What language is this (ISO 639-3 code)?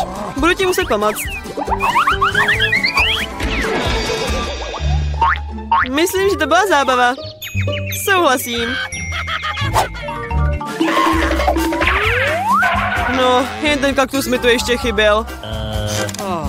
ces